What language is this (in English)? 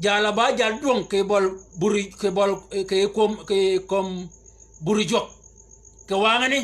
Shilluk